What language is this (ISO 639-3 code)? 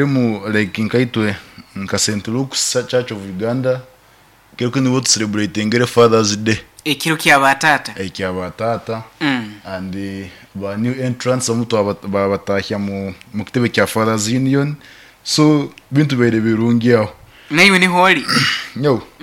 nyo